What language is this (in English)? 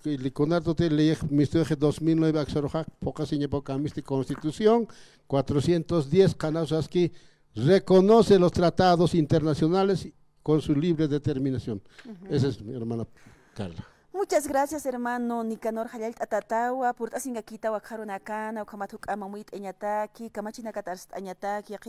Aymara